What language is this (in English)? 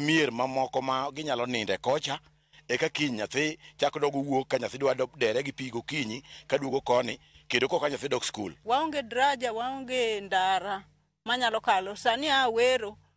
Luo (Kenya and Tanzania)